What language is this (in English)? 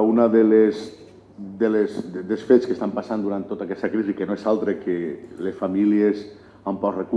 Catalan